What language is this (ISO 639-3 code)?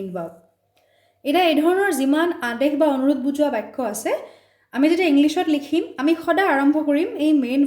asm